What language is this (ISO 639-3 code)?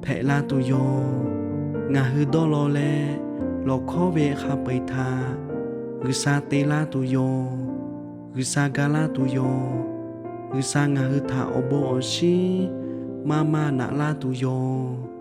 lhu